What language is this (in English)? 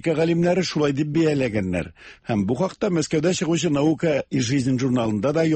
Tatar